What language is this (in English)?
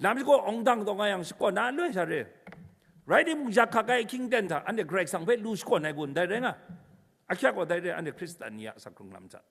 Kachin